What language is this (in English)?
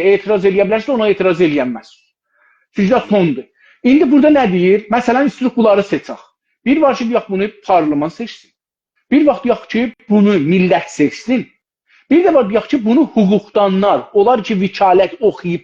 South Azerbaijani